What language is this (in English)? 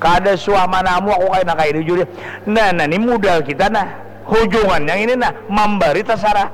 Banjar